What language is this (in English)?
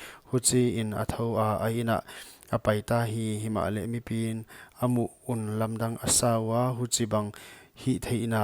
Paite Chin